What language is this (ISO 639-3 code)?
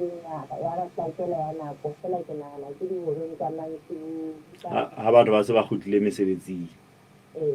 sot